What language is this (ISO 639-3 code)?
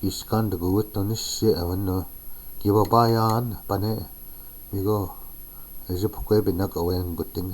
ciw